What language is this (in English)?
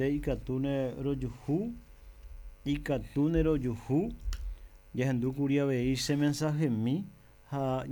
Guarani